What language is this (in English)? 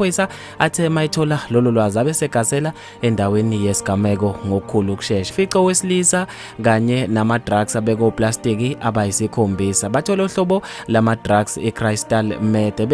Zulu